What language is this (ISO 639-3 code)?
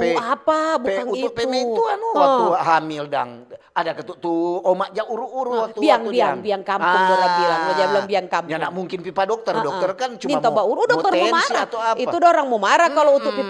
xmm